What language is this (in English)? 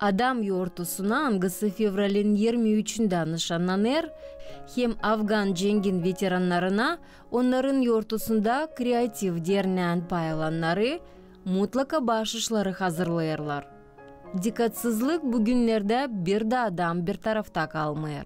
Gagauz